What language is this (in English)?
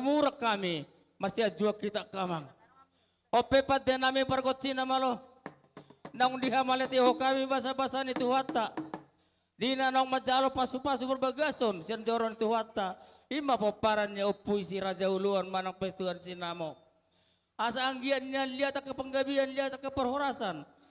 Batak Toba